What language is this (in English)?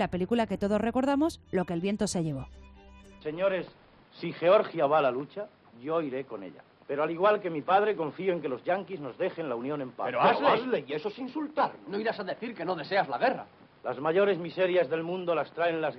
Spanish